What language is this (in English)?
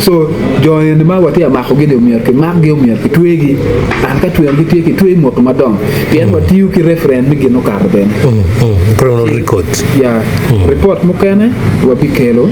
Acoli